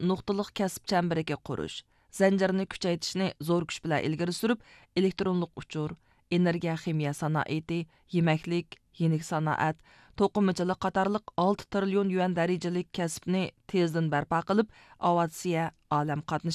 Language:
Uyghur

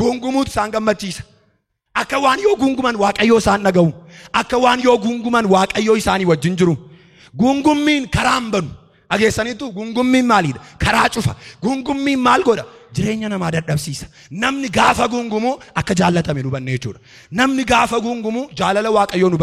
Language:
Oromo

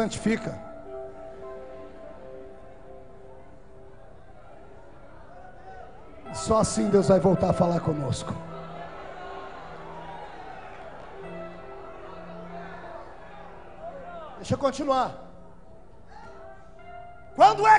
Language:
Portuguese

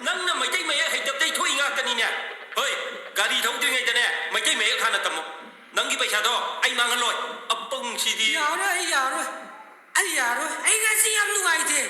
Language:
Manipuri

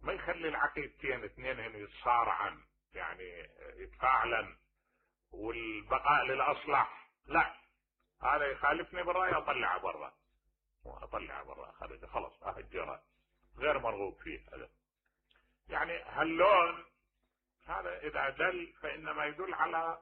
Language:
Mesopotamian Arabic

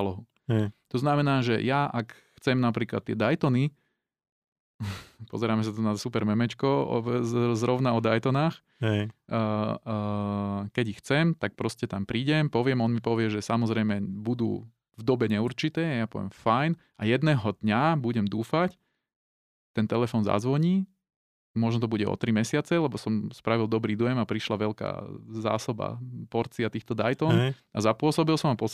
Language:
Slovak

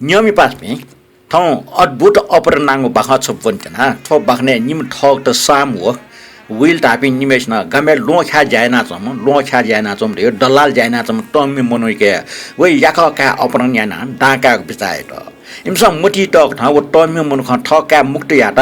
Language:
Newari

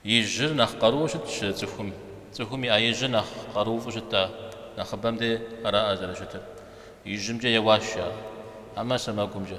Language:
Kabardian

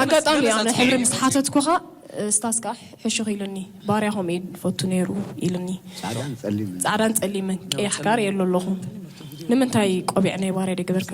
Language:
Tigrinya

